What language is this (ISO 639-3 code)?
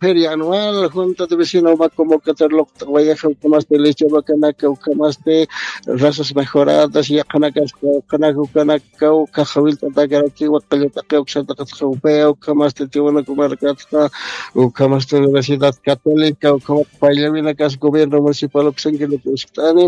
aym